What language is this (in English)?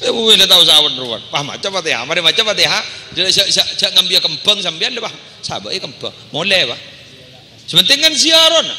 Madurese